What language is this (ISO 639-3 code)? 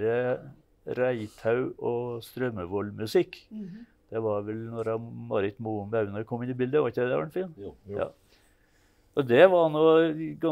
nor